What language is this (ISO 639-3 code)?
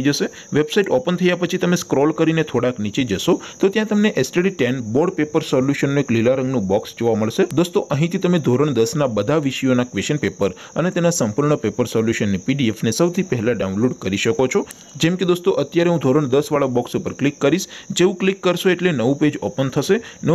guj